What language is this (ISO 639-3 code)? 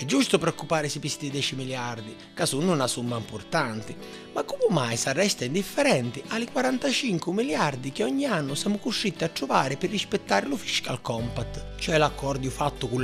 scn